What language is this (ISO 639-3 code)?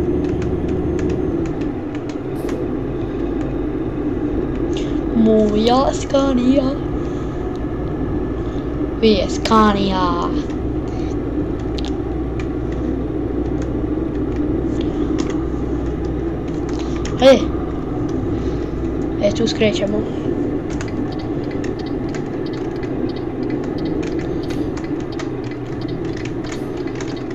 hrv